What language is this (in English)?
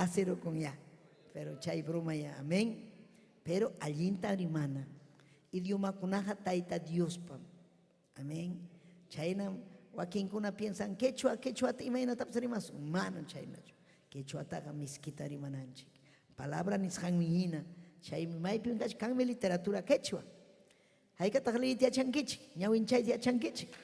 Ayacucho Quechua